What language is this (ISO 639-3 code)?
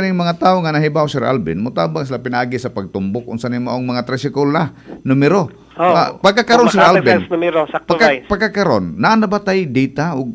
ceb